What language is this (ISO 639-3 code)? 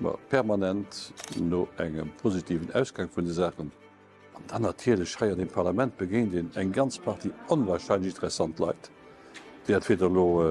ltz